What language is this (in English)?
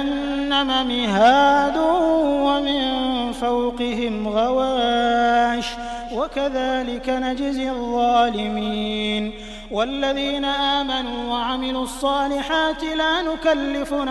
Arabic